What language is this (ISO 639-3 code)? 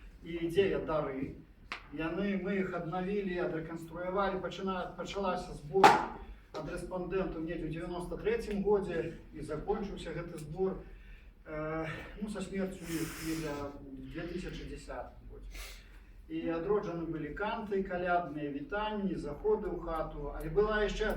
bel